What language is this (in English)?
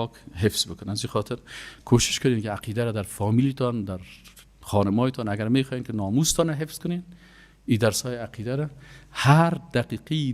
Persian